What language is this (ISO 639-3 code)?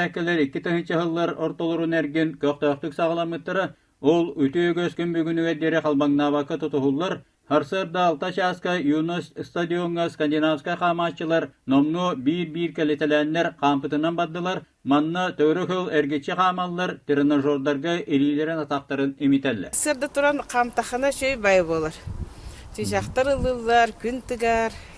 sah